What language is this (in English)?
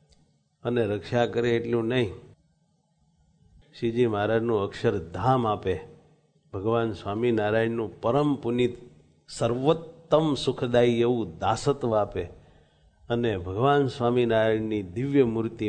Gujarati